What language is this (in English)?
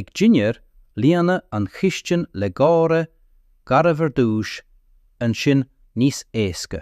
Irish